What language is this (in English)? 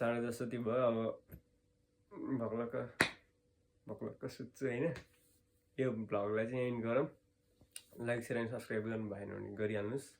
Nepali